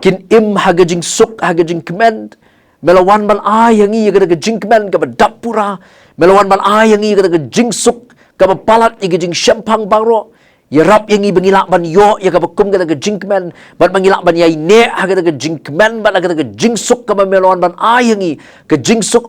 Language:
Khasi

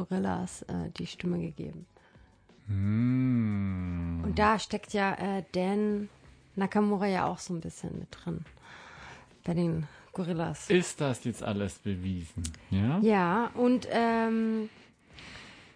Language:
German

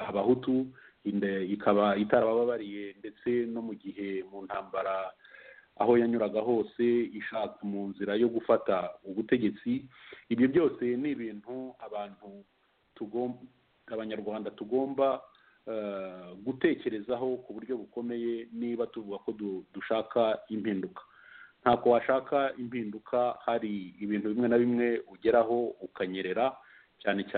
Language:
Kinyarwanda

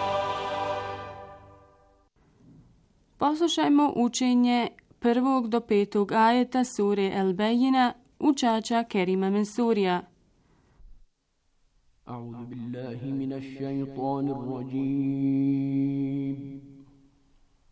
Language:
Bosnian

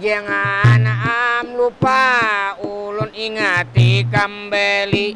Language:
Banjar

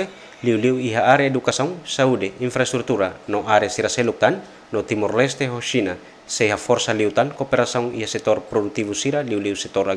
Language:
Tetum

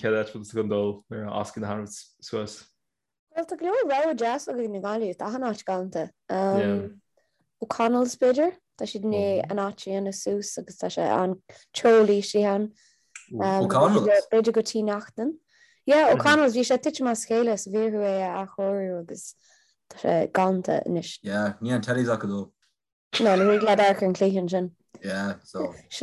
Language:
Irish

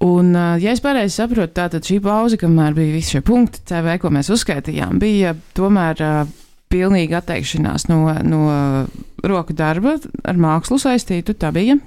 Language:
Latvian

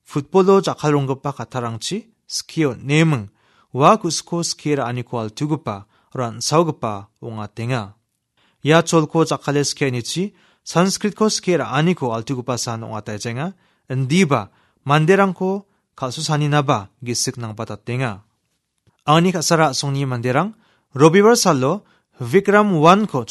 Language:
Garo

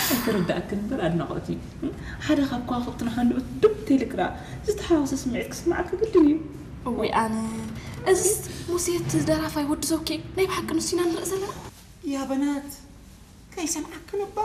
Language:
Tigrinya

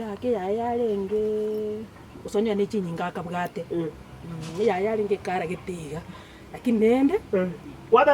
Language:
Gusii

